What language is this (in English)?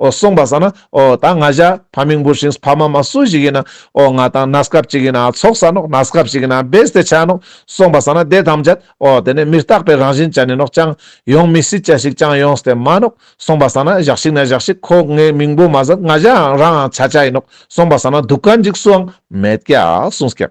Ladakhi